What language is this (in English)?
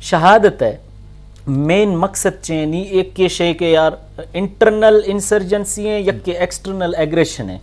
Eastern Balochi